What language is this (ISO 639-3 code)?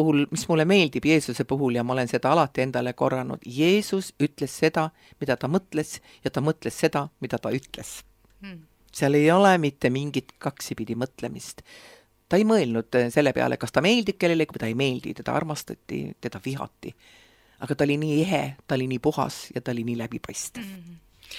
est